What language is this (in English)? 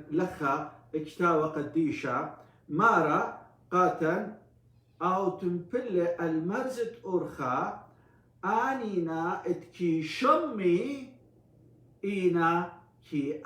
Assyrian Neo-Aramaic